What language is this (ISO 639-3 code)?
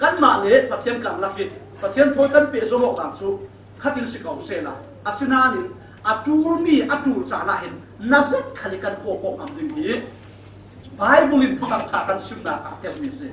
cfm